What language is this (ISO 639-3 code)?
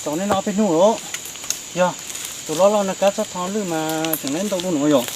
hmn